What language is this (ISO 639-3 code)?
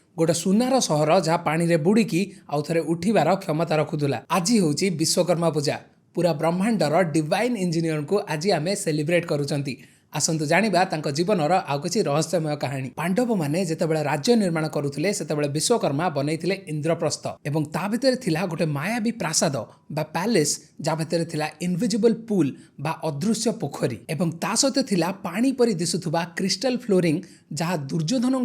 ori